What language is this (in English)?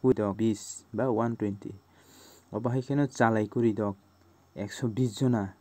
Kok Borok